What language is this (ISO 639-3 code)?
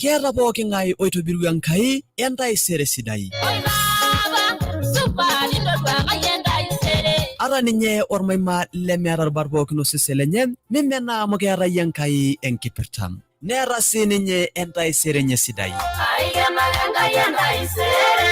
mas